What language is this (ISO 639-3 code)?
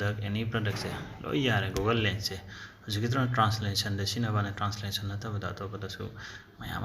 mni